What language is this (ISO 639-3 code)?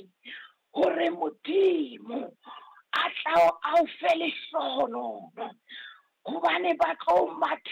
sot